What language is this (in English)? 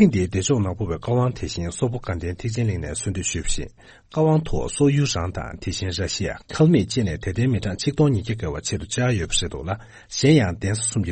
Tibetan